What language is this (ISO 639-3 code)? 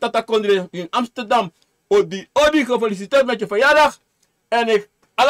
srn